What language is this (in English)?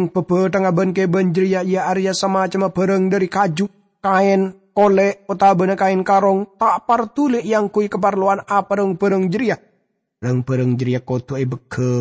Madurese